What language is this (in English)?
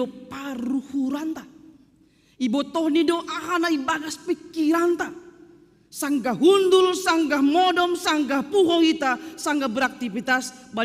Batak Simalungun